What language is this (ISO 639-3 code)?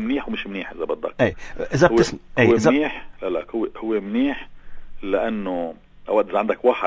apc